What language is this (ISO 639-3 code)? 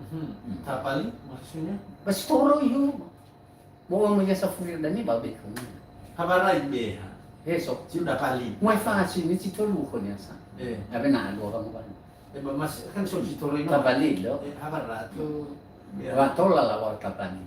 nia